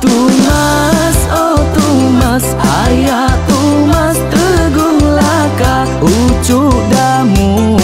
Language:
Iban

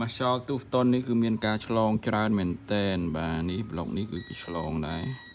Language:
Khmer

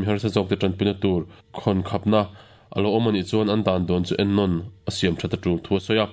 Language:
Mizo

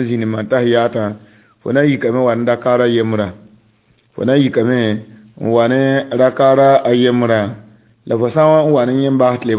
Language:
Mossi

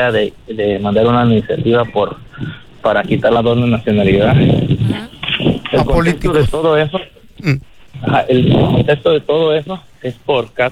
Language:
Spanish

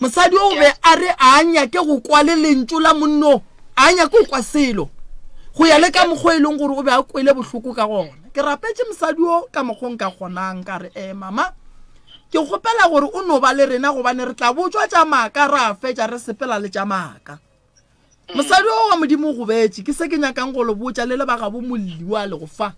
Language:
Northern Sotho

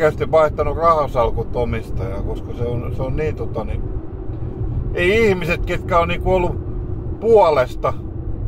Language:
Finnish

